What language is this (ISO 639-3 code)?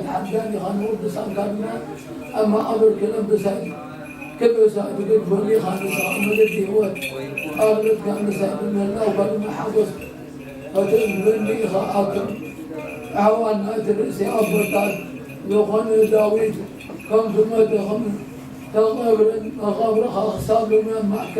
tir